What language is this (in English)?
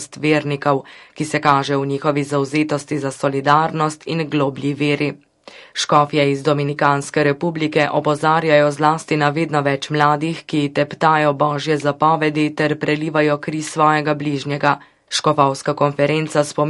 Slovenian